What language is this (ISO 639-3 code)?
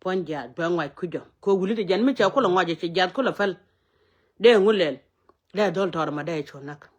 nus